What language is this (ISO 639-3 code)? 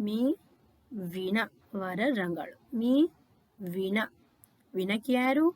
div